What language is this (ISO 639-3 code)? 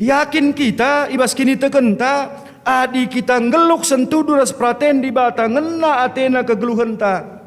btx